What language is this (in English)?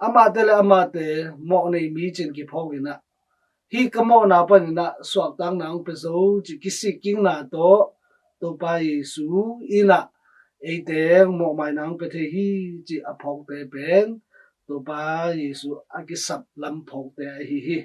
Tedim Chin